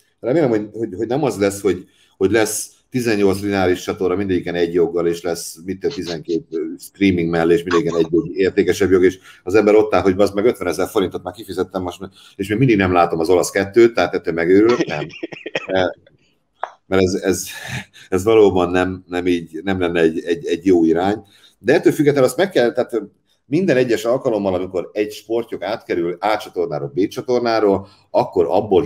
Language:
Hungarian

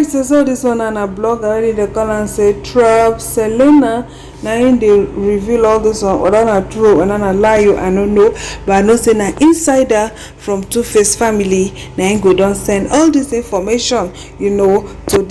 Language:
Nigerian Pidgin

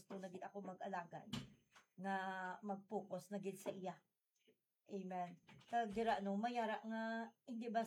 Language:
Hiligaynon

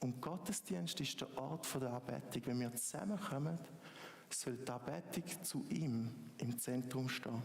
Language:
Swiss German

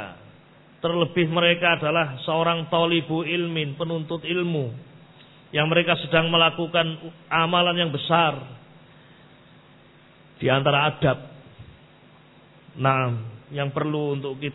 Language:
Indonesian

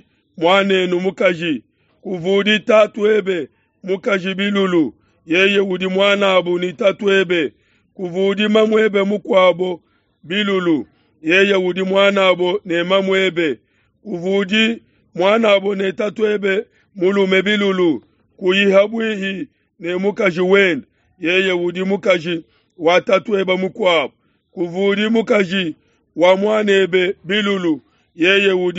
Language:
Luba-Lulua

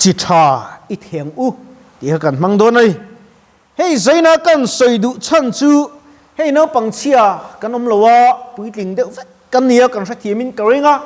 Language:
Mizo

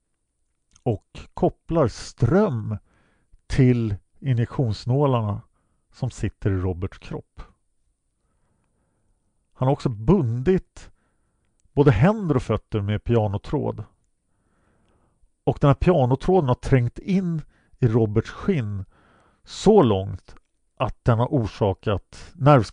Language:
Swedish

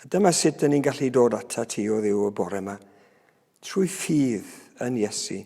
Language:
Welsh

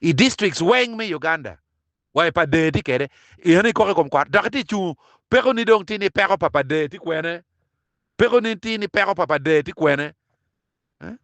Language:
Acoli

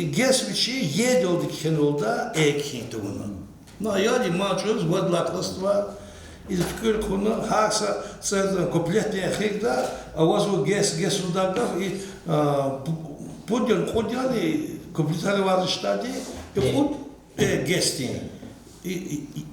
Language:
Lezghian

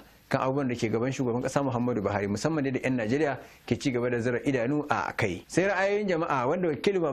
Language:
Hausa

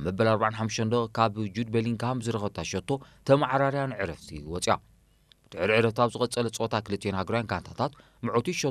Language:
Tigrinya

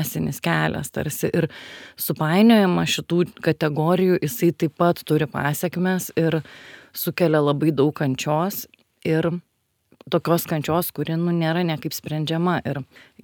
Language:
Lithuanian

